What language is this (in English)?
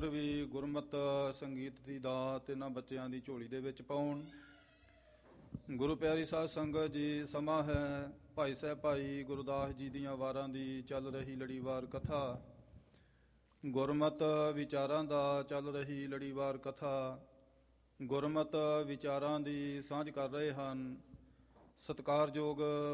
Punjabi